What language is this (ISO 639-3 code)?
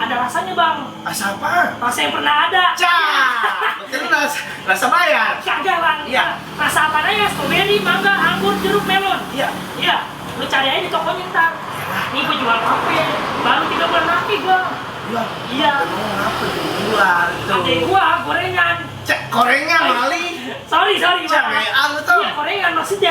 bew